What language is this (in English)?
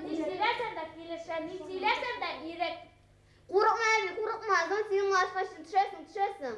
Bashkir